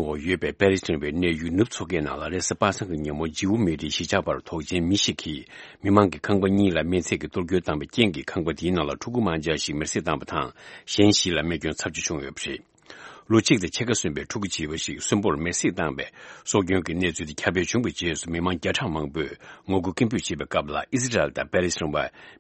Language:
Tibetan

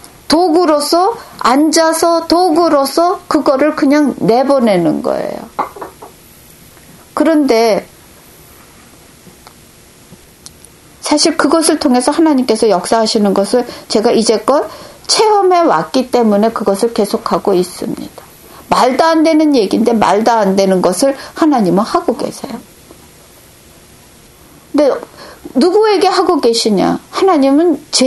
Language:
Korean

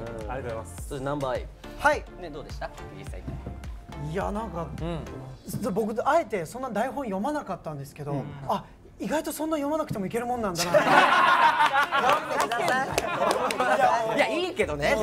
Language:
Japanese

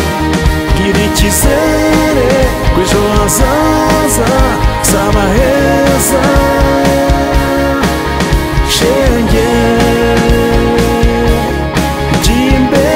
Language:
Kinyarwanda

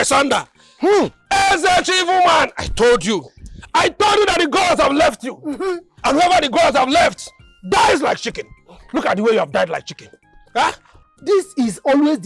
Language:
Nigerian Pidgin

